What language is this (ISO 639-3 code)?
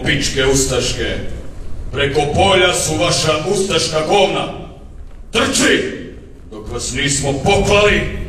hrv